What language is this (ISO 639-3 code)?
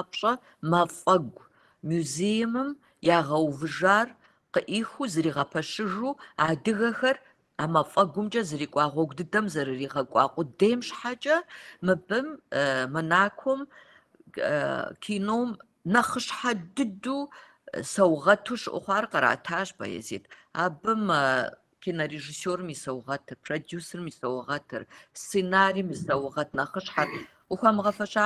kbd